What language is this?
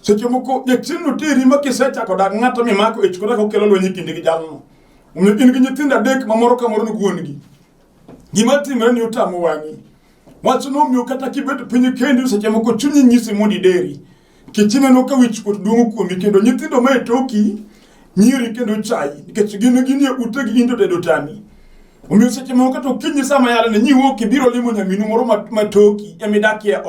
Luo (Kenya and Tanzania)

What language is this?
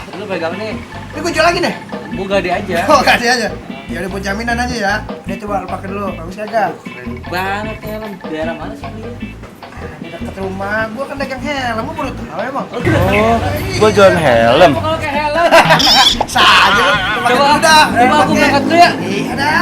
Betawi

